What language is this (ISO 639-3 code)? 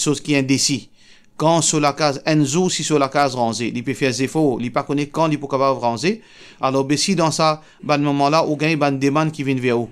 mfe